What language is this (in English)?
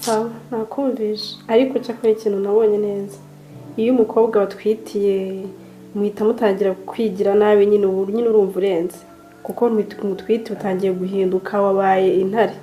Kinyarwanda